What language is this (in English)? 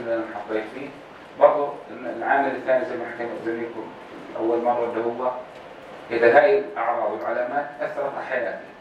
North Levantine Arabic